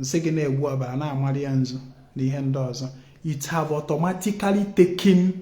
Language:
Igbo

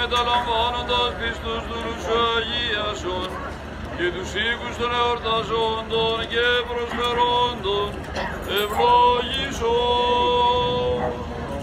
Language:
Greek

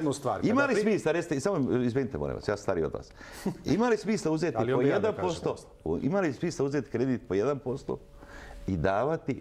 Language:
Serbian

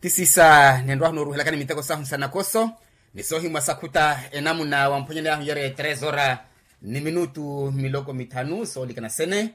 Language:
Makhuwa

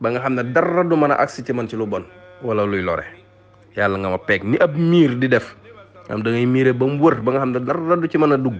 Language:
Wolof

